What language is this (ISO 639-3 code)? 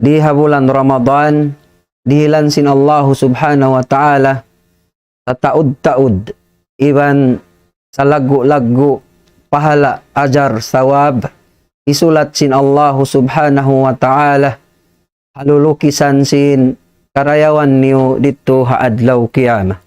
tsg